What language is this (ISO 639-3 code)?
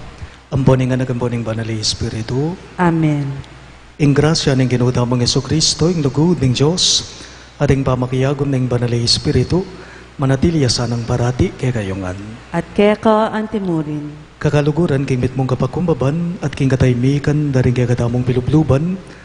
pam